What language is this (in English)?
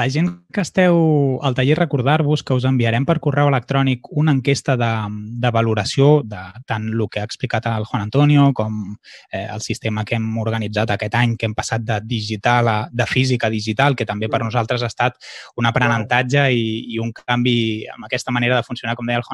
Catalan